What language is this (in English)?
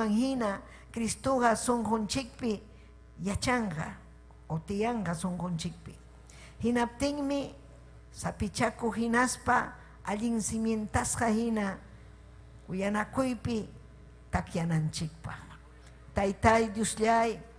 Ayacucho Quechua